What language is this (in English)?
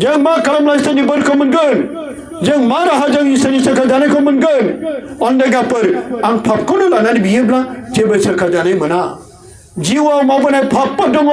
Bodo